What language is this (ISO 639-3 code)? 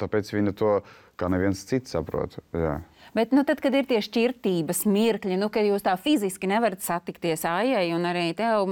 lav